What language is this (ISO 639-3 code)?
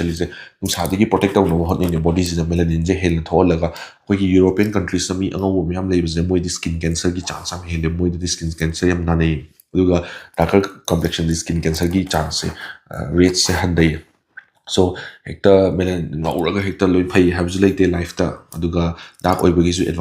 mni